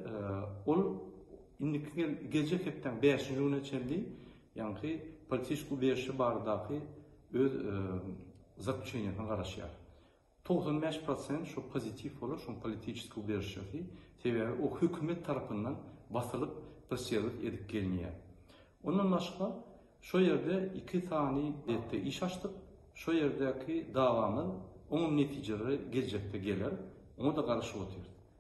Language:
Turkmen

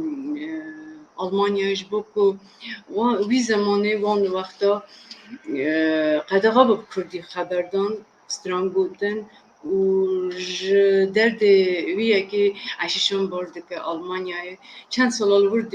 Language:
Kurdish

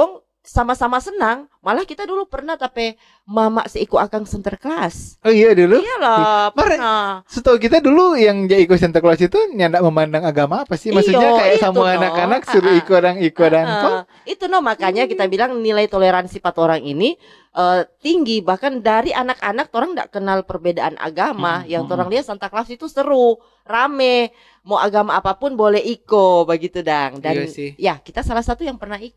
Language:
Manado Malay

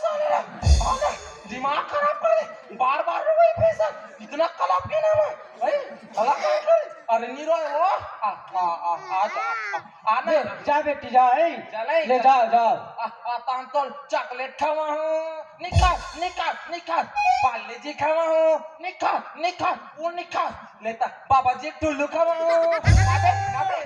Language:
Chhattisgarhi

